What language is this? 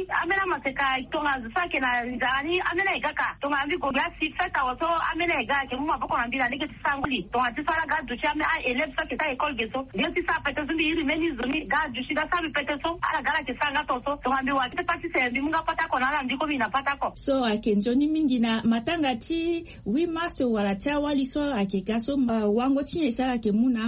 Sango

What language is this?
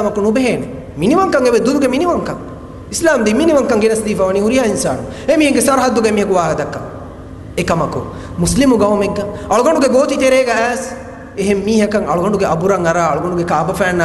Divehi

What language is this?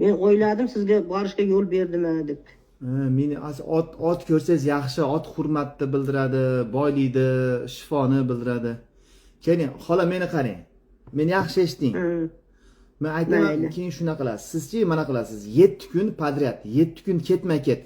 Uzbek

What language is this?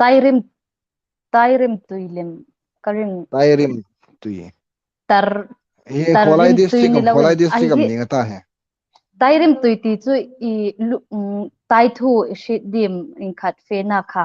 Hmar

